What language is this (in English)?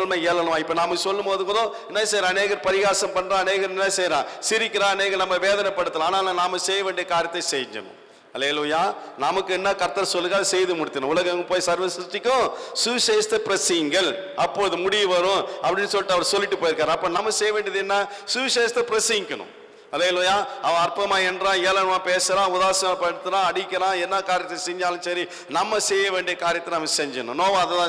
Tamil